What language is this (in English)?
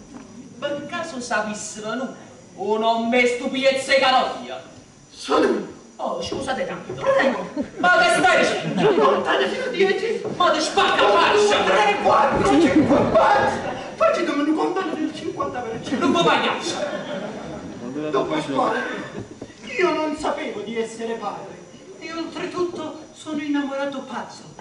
Neapolitan